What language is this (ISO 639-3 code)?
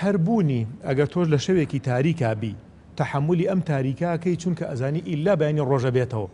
ckb